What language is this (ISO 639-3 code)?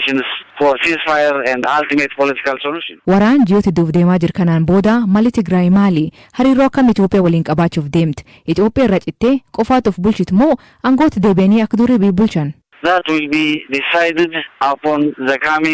orm